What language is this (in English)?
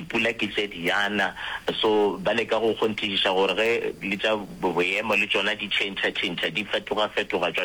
Northern Sotho